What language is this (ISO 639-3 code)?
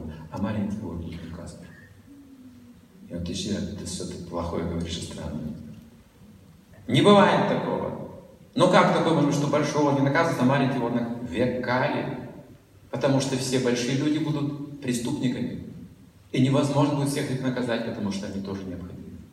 rus